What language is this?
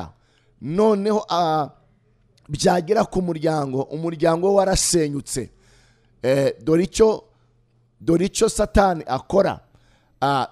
Kinyarwanda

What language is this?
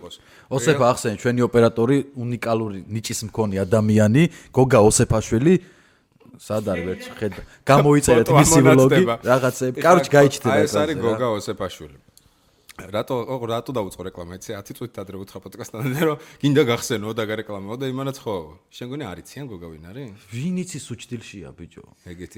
Georgian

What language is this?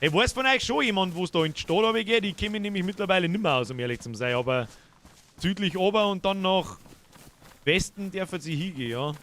Bavarian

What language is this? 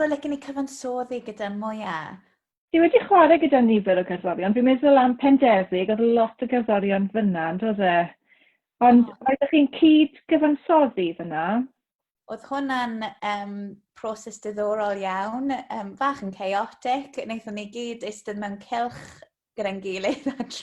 Welsh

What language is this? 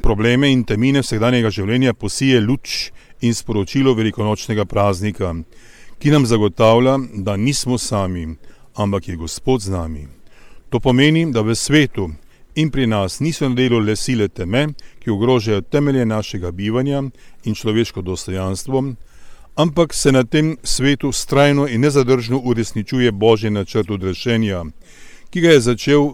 Slovenian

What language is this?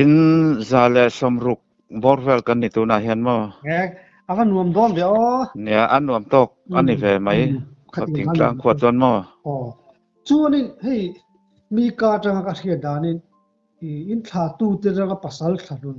Mizo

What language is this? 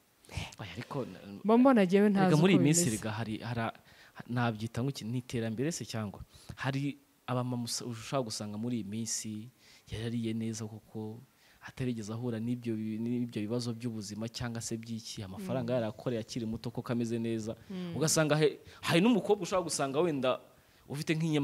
Kinyarwanda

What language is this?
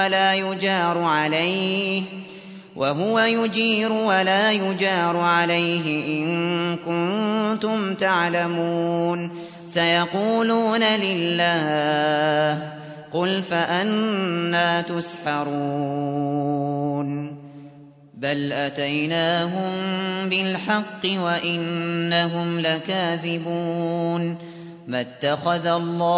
Arabic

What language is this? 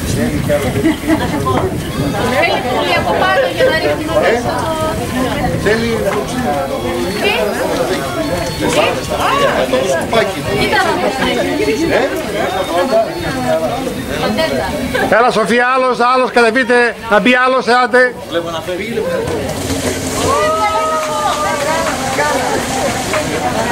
Greek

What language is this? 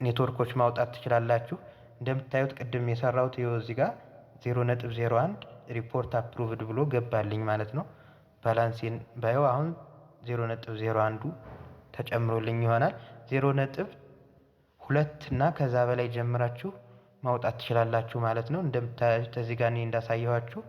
Amharic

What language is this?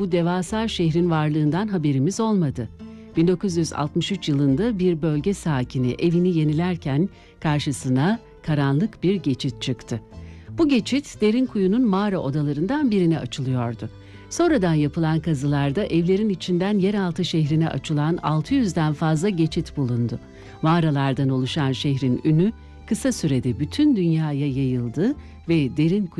Turkish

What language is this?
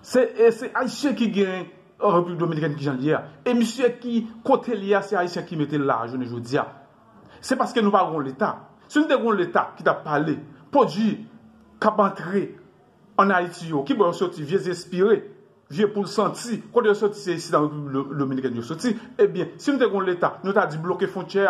Haitian Creole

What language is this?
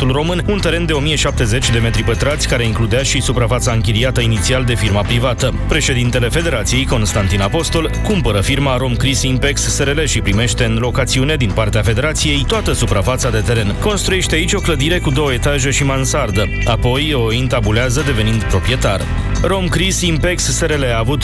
Romanian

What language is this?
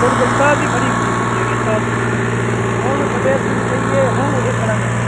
Saraiki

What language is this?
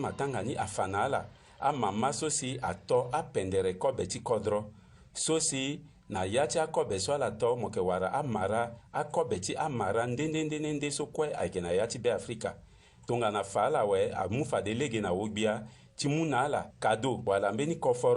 Sango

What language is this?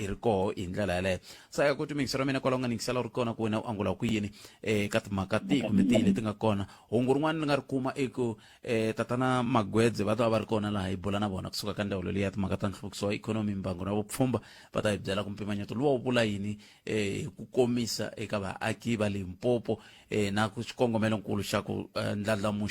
Tsonga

